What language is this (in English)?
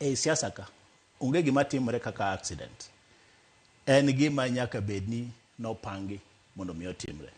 Luo (Kenya and Tanzania)